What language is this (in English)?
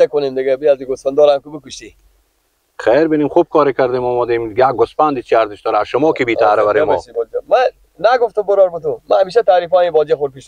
Persian